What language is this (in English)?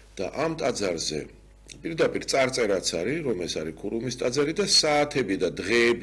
Georgian